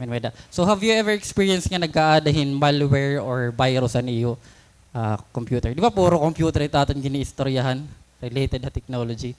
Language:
Waray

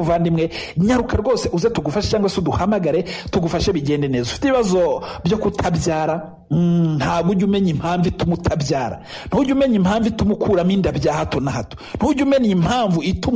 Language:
Kinyarwanda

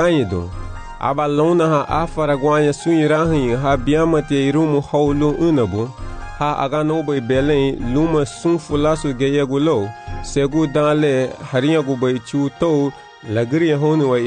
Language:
Garifuna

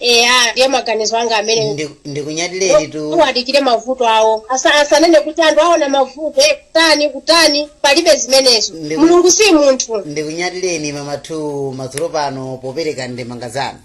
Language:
Nyanja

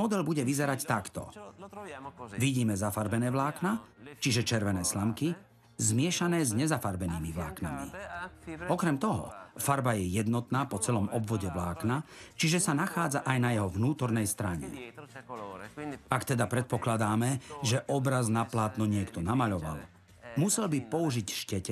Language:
Slovak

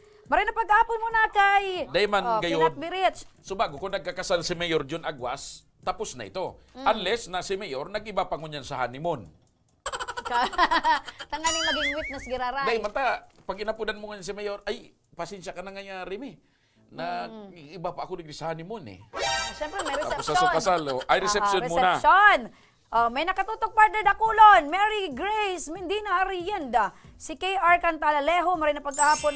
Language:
Bikol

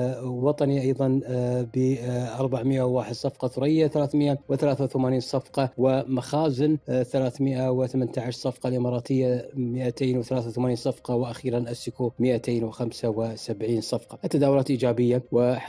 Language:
Arabic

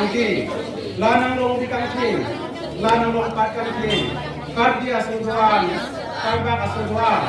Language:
Karbi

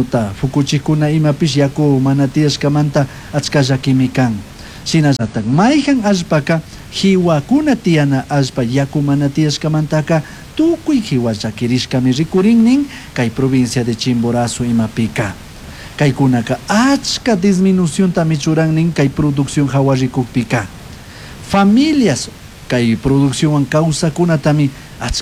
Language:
Chimborazo Highland Quichua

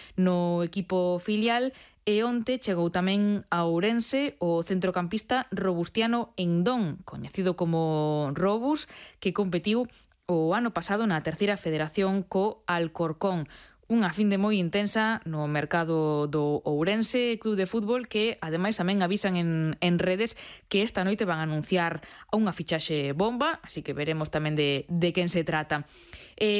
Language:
Galician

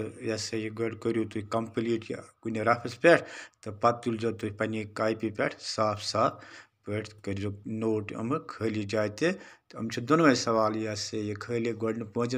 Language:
Kashmiri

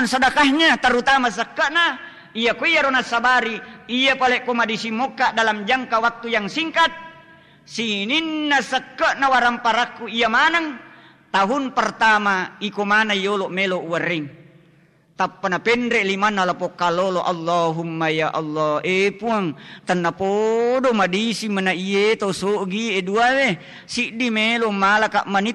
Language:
Buginese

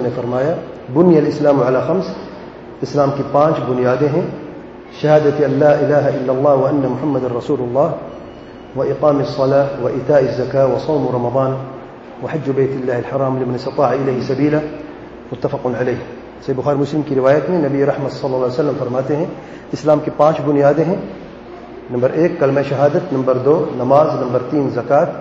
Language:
Urdu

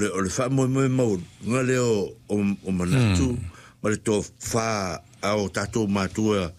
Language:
Samoan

